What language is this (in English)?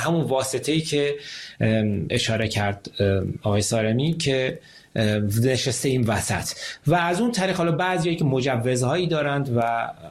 Persian